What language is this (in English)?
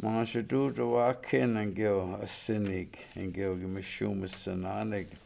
Chippewa